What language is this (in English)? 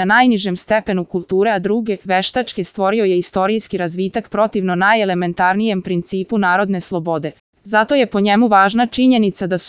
Serbian